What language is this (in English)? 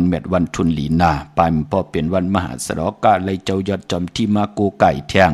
Shan